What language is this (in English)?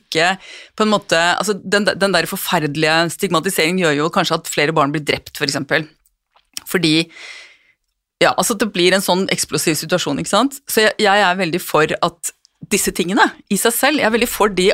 Norwegian